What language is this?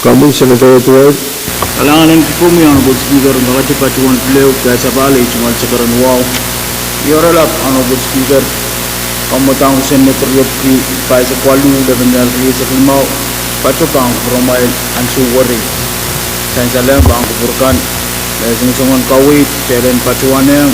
Pohnpeian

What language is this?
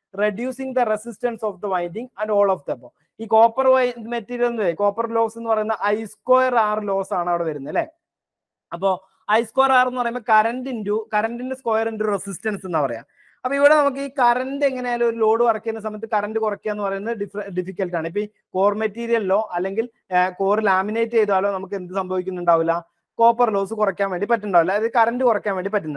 Malayalam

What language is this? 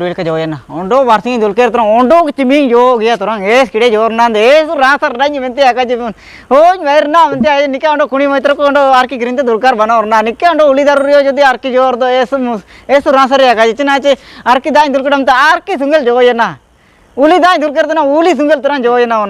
Ho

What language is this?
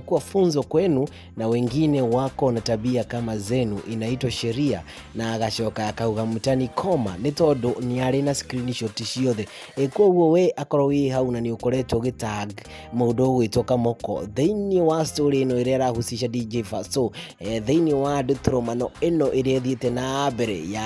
Kikuyu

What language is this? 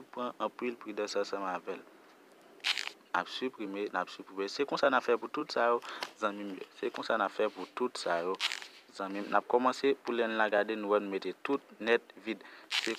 Haitian Creole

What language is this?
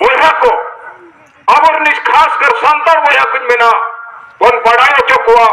Santali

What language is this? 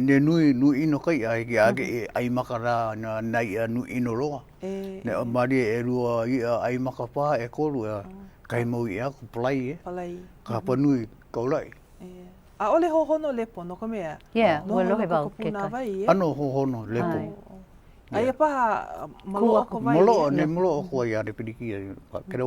Hawaiian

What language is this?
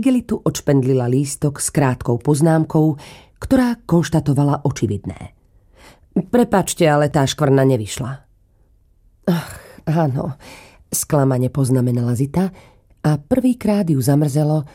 Slovak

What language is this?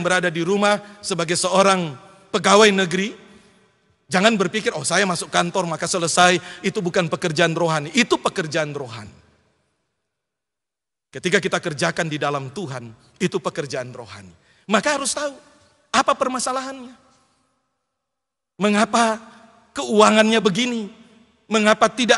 Indonesian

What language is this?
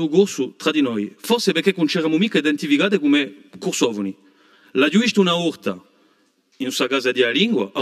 Corsican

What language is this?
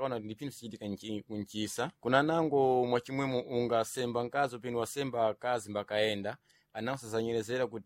Sena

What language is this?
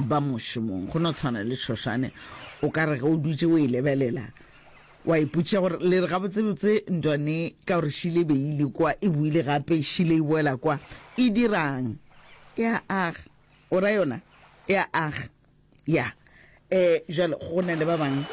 Northern Sotho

